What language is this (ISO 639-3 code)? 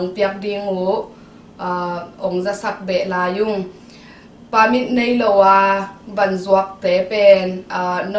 ctd